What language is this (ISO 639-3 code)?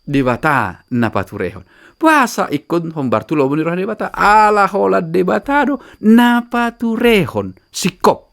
bbc